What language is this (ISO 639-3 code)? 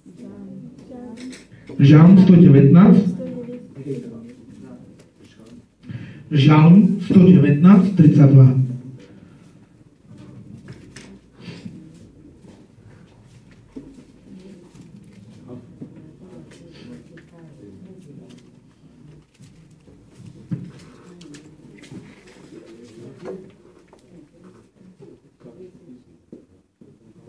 slk